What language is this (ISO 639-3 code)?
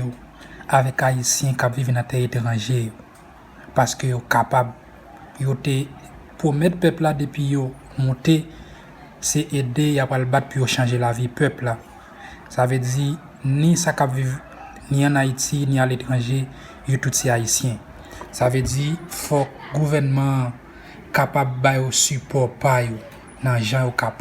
hat